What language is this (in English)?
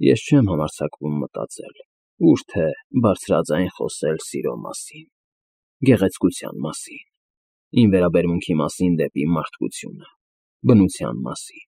Armenian